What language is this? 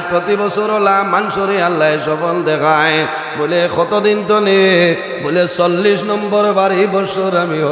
Sylheti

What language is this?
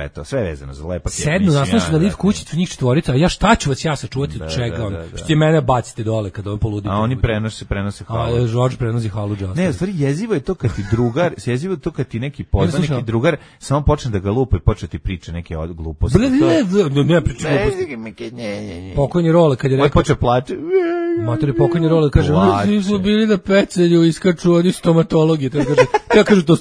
Serbian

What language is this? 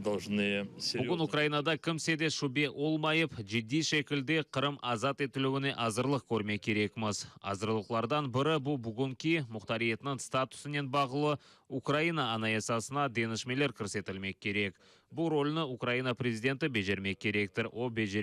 Crimean Tatar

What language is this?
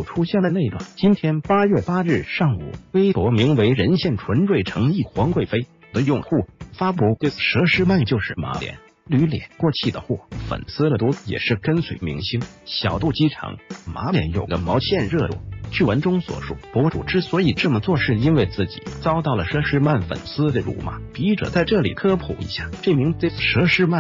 Chinese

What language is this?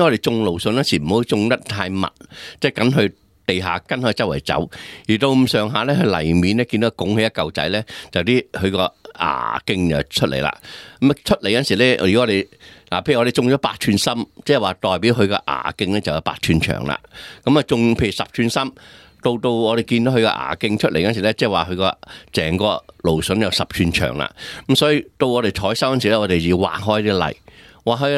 Cantonese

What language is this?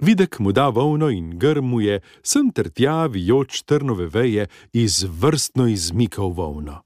Slovenian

